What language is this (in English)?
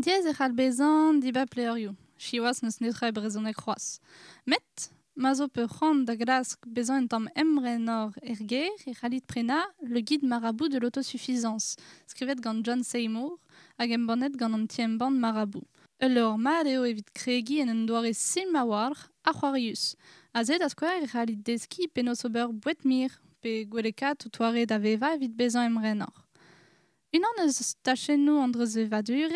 Breton